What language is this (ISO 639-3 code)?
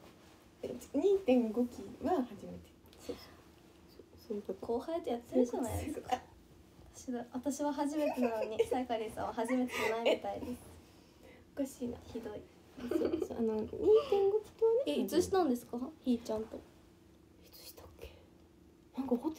jpn